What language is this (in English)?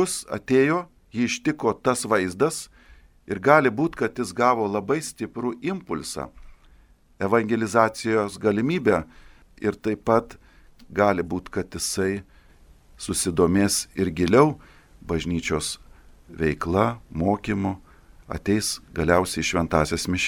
Lithuanian